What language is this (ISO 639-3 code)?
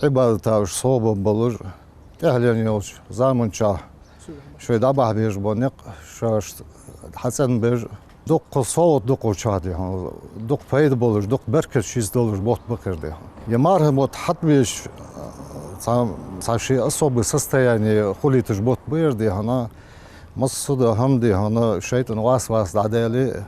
inh